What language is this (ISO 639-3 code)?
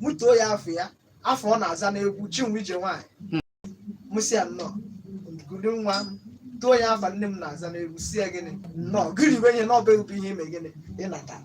ibo